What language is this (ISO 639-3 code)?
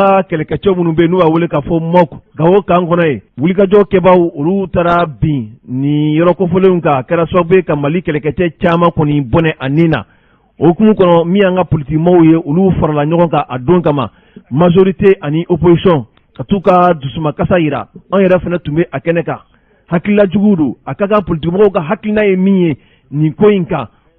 bam